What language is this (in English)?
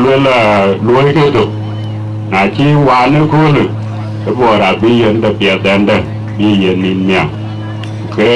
Dinka